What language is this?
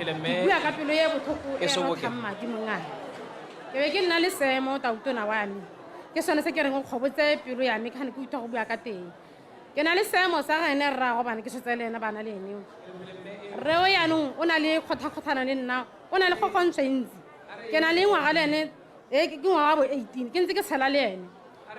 Tswana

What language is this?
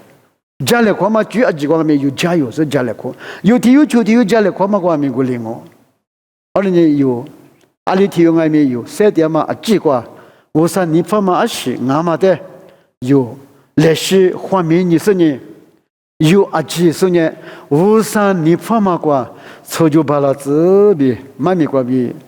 Lisu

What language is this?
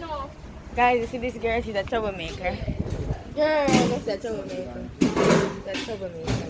Jamaican Creole English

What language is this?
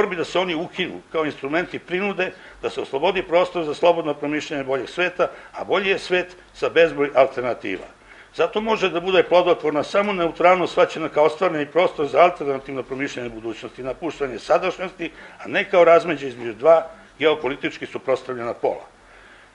Serbian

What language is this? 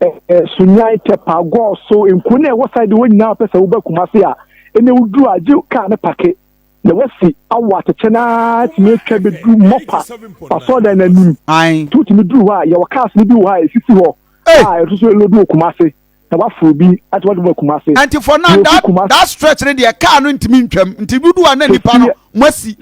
Akan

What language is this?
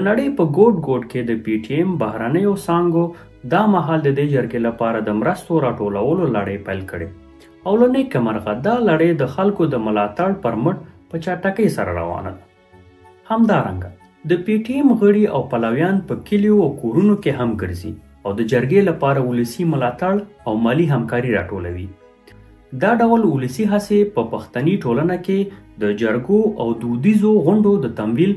Pashto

